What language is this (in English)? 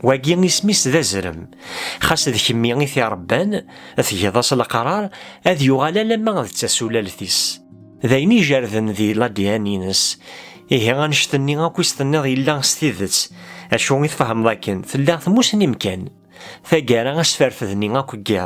Kabyle